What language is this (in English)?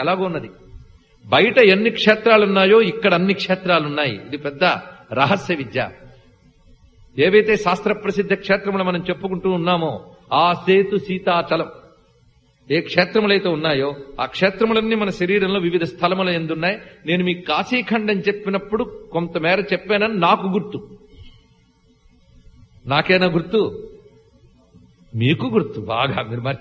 Telugu